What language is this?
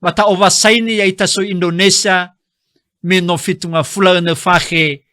Nias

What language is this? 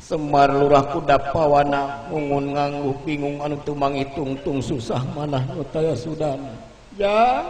Sundanese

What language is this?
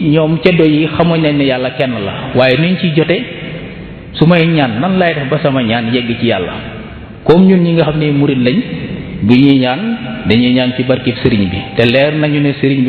Wolof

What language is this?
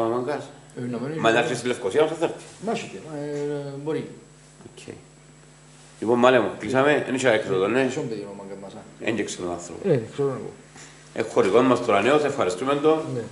Greek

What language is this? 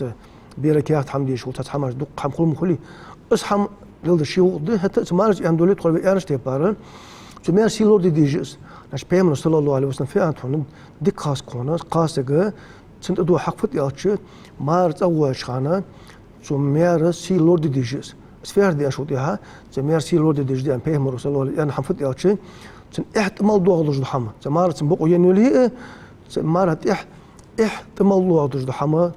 Ingush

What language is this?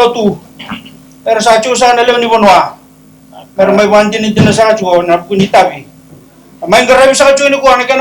Fijian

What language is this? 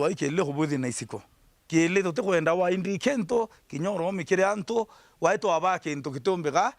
Meru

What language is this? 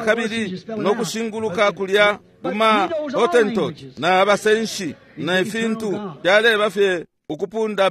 Bemba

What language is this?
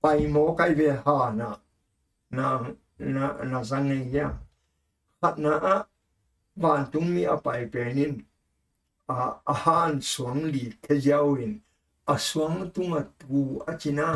Tedim Chin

